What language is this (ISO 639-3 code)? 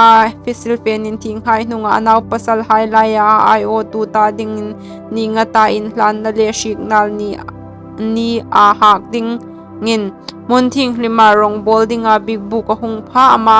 hmr